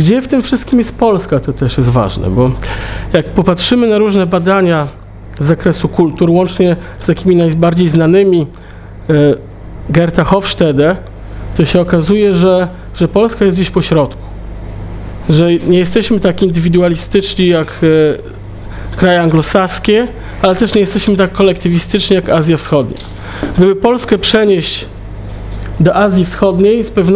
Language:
Polish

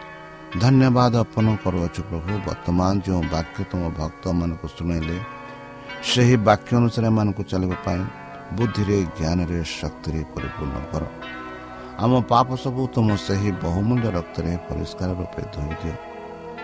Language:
Odia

